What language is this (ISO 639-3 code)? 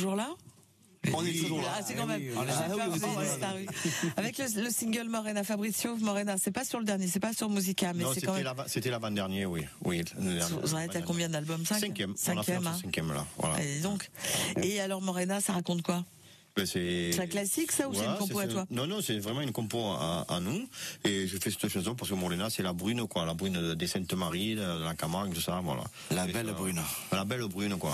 fra